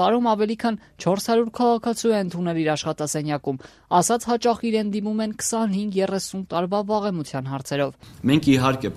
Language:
Armenian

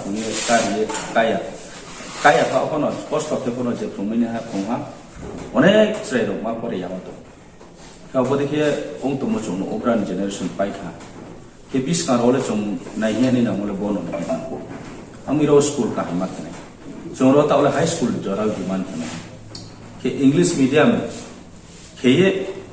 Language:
Riang (India)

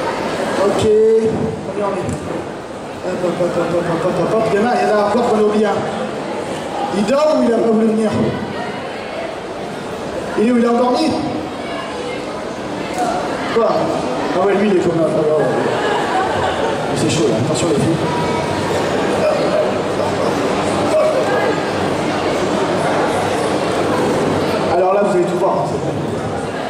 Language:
French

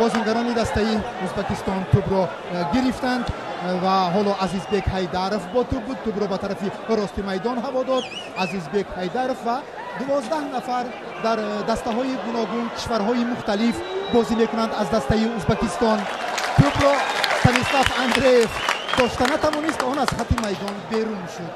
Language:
Tajik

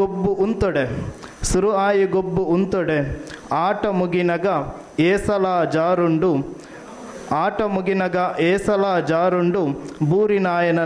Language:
Tulu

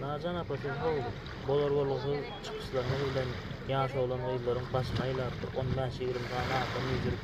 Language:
Turkmen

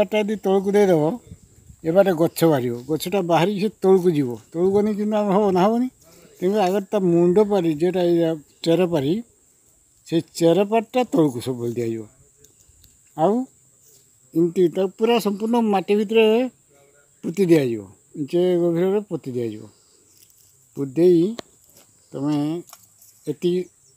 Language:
Odia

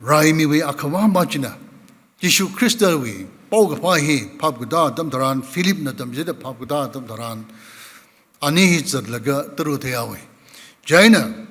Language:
Tangkhul Naga (India)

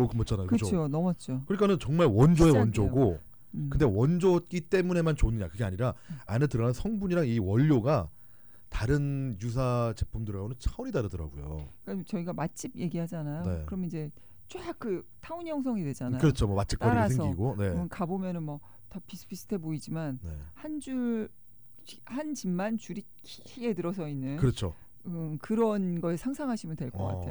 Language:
Korean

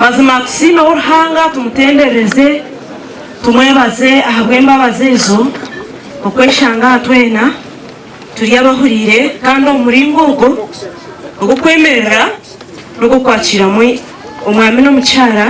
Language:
Nyankole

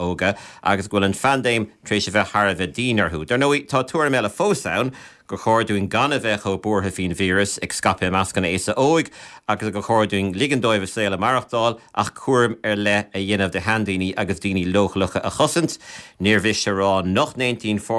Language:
Irish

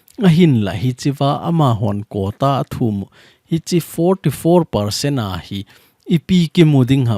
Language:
Thado Chin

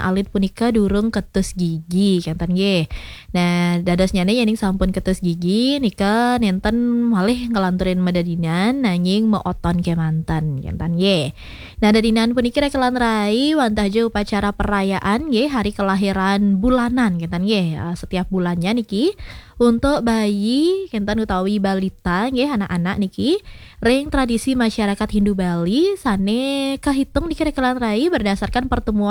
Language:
Balinese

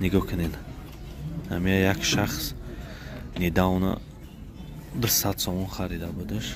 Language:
Tajik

